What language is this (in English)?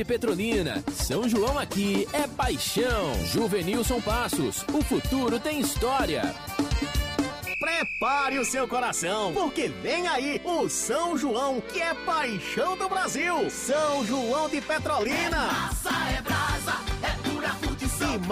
Portuguese